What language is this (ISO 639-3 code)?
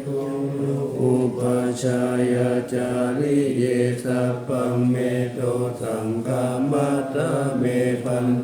pli